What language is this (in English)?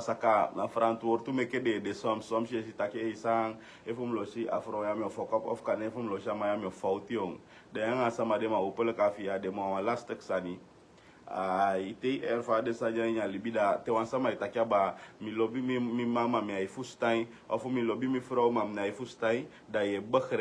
Sranan Tongo